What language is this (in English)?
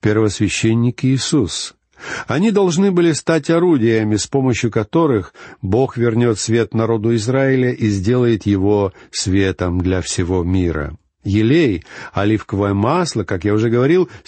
Russian